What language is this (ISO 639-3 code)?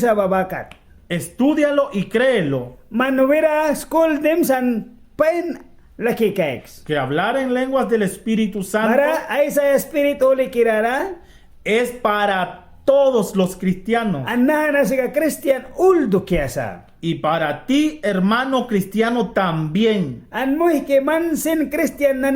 miq